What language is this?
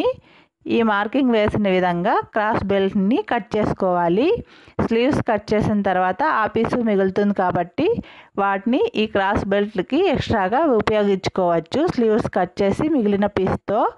Telugu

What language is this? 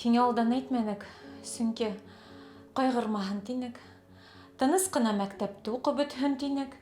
Bashkir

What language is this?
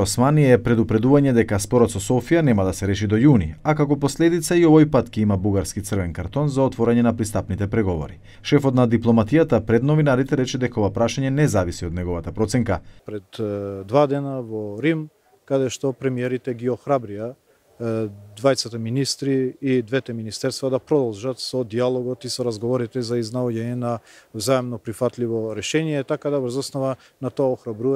Macedonian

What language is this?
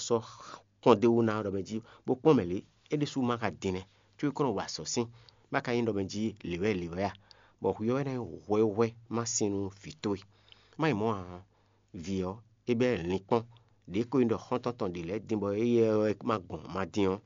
Fon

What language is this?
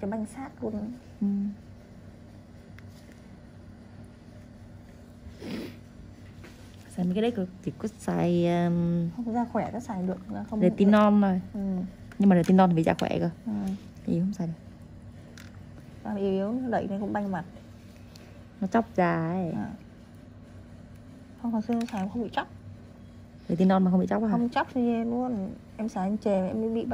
Vietnamese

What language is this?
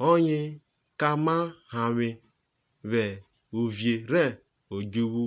Urhobo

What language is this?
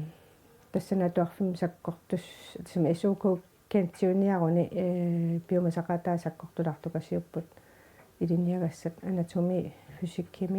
Kalaallisut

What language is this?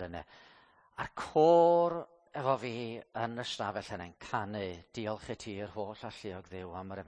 Welsh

